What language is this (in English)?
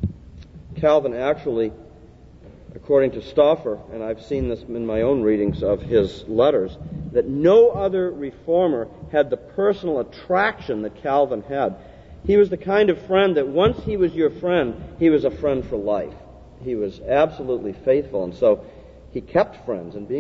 English